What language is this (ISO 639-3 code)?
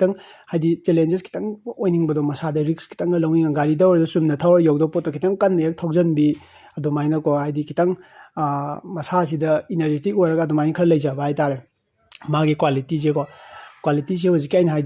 mni